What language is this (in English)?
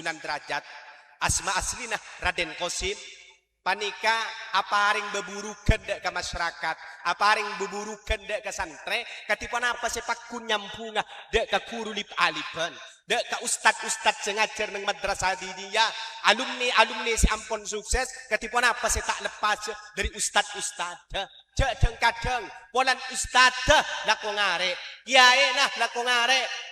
Madurese